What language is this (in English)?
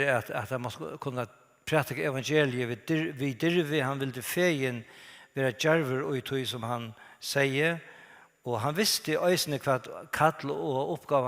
Faroese